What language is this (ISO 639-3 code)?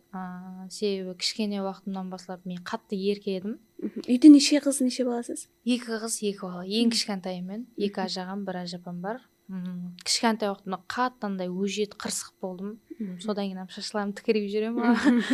kaa